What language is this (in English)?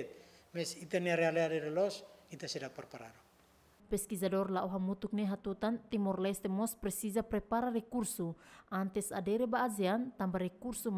Tetum